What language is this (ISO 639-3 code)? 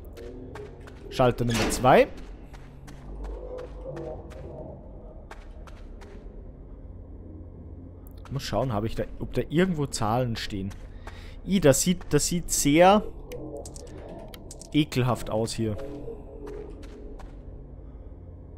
deu